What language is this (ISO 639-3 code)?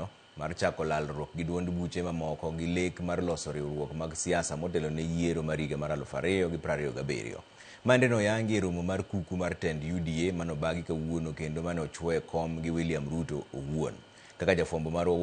luo